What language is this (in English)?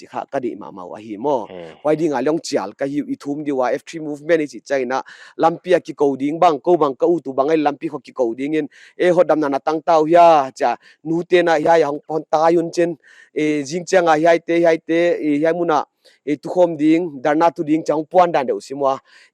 Paite Chin